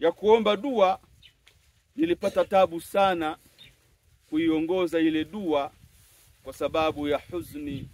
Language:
Swahili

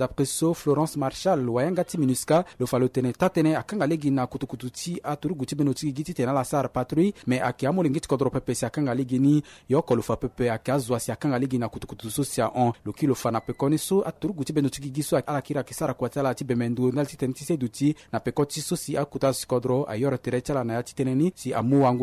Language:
Sango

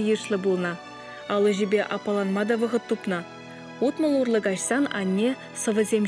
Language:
Chuvash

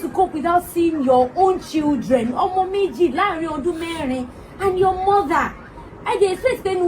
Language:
Yoruba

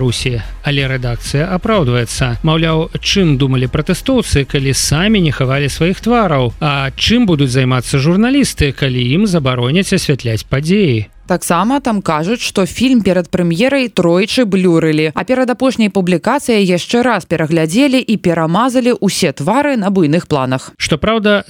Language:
Belarusian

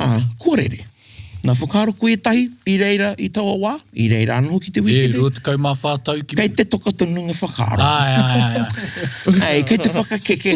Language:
Māori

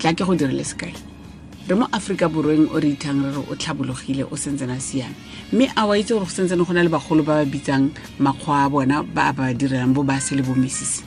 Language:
Tswana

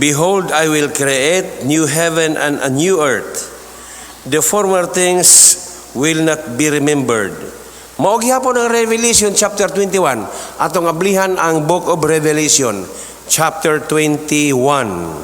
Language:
Cebuano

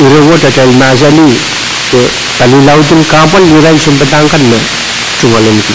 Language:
Pohnpeian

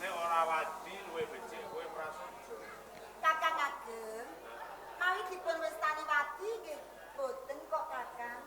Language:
Javanese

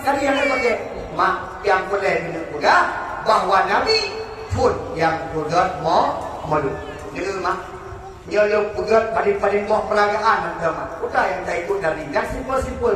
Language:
Achinese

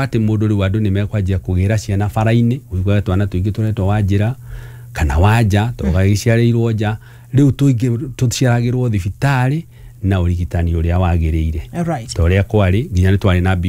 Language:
Kikuyu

